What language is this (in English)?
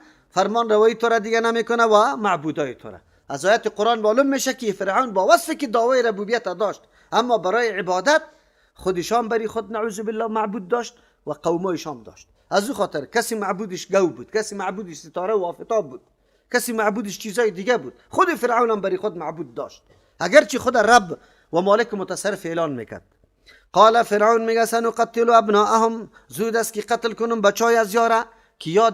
Persian